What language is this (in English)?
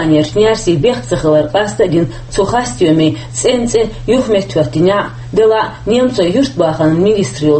Chechen